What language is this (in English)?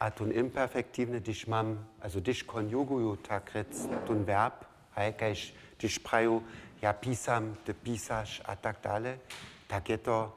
Upper Sorbian